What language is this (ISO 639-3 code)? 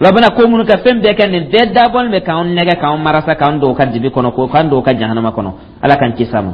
dyu